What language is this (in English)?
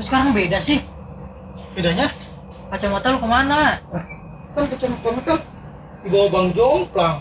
Betawi